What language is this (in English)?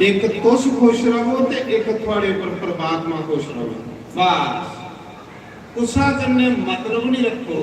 Dogri